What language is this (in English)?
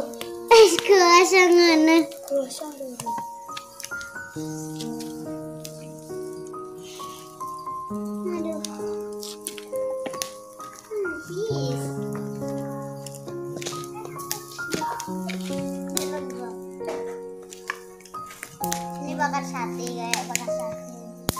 Indonesian